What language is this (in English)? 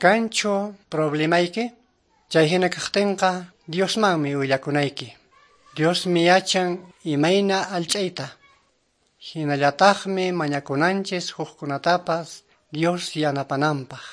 Quechua